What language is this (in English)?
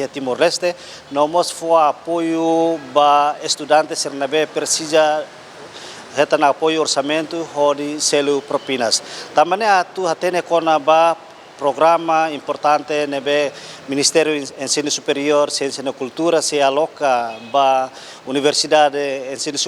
Tetum